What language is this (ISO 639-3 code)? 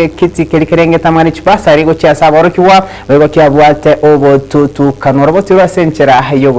guz